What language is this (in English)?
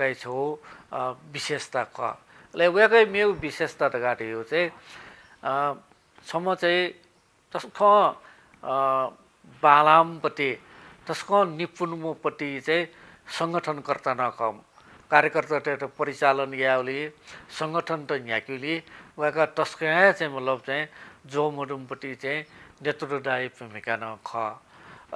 Newari